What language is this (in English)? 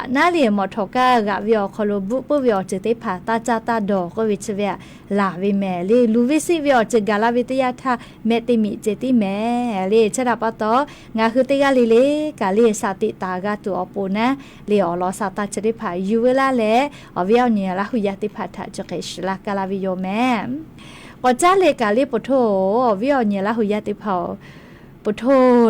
Lahu